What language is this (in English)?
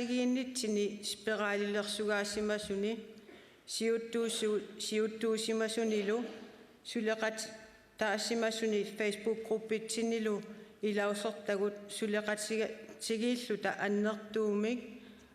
Kalaallisut